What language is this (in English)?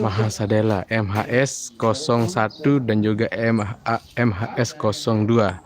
Sasak